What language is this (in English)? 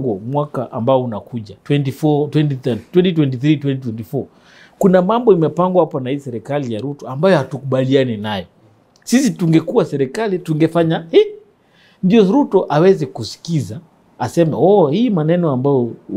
Swahili